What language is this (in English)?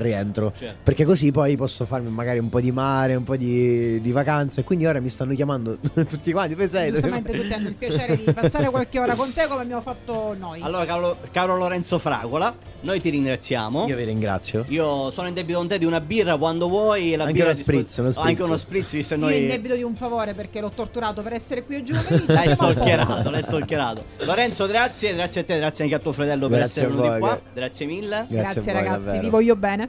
Italian